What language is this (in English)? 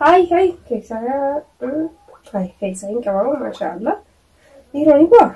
Oromo